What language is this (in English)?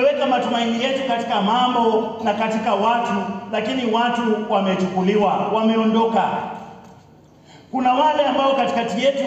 Swahili